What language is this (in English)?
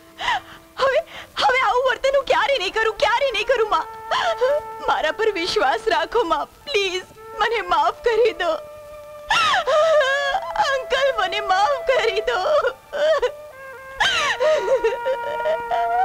Gujarati